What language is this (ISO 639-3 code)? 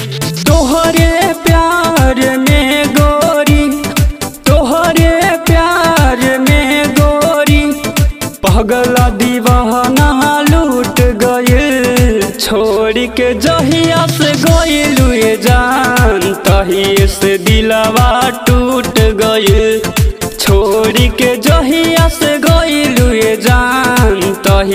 bho